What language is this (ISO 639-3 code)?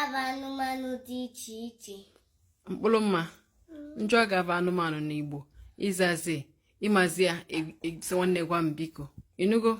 ibo